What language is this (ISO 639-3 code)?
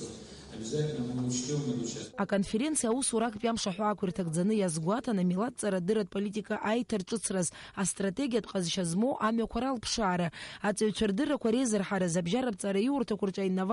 abk